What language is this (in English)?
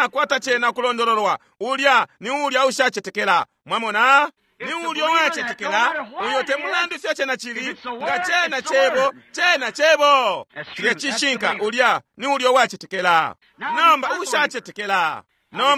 Bemba